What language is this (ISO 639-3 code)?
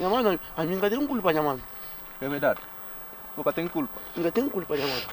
kea